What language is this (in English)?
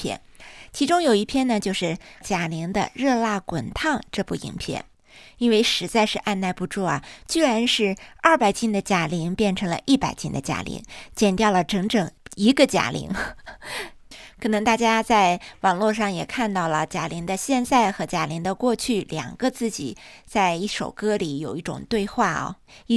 Chinese